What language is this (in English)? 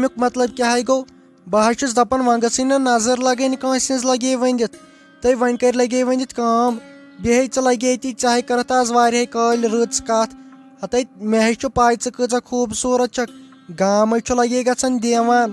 Kashmiri